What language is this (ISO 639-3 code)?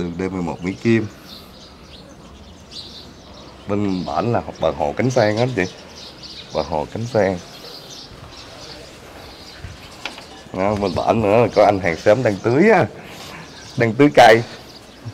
vie